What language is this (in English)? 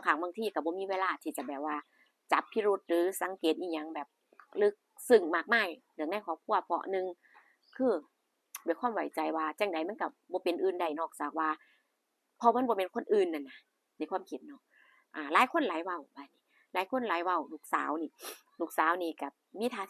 Northeastern Thai